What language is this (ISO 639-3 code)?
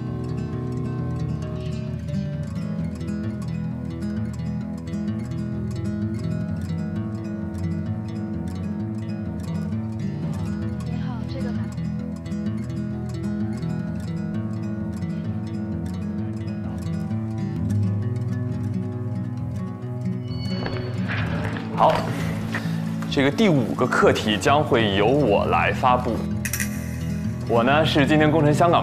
zho